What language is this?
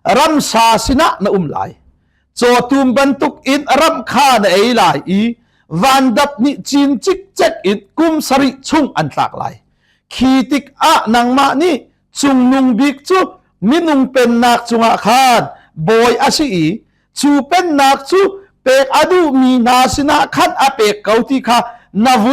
Hakha Chin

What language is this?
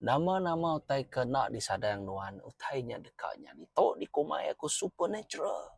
Iban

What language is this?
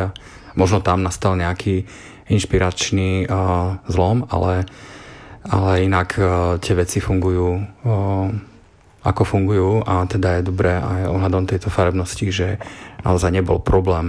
Slovak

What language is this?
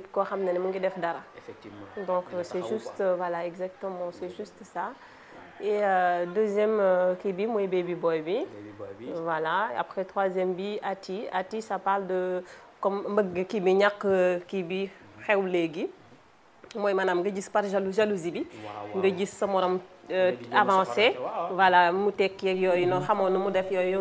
Wolof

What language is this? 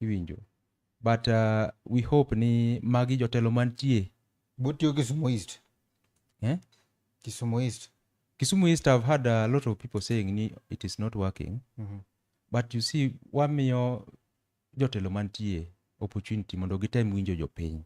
Luo (Kenya and Tanzania)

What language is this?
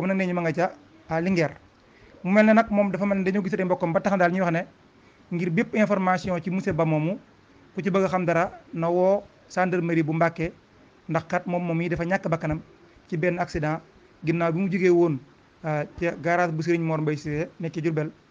Wolof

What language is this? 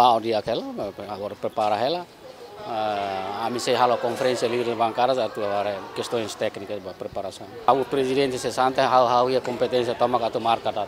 Tetum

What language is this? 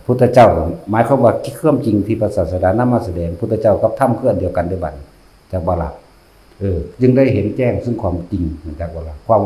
Northeastern Thai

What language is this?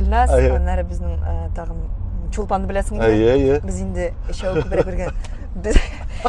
Tatar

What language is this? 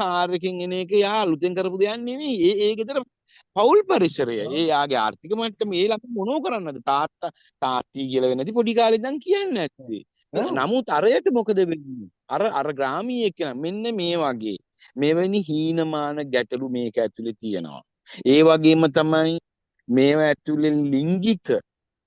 Sinhala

